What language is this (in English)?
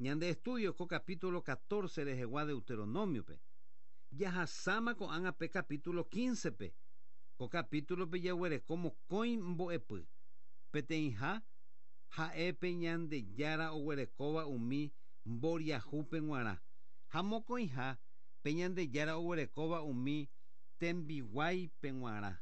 Guarani